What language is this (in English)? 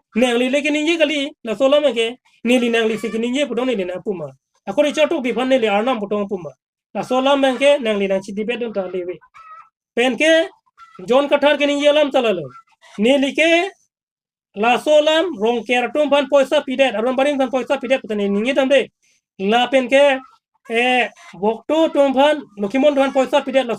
Karbi